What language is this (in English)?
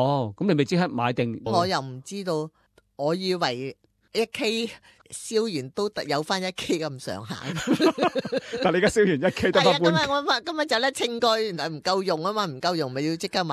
Cantonese